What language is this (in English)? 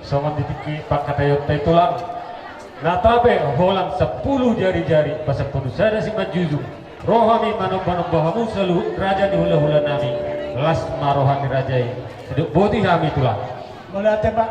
Batak Toba